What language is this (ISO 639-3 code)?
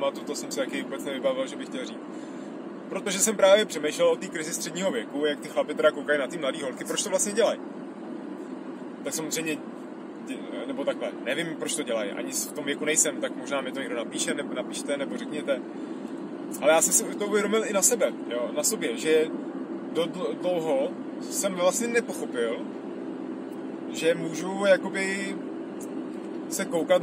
ces